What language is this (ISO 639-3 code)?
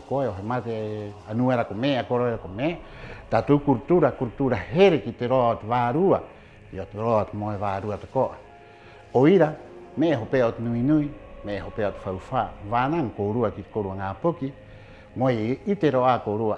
rap